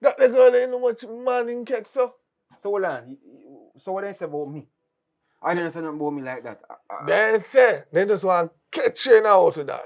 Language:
Jamaican Creole English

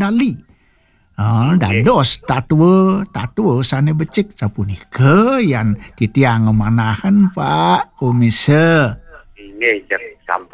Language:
Balinese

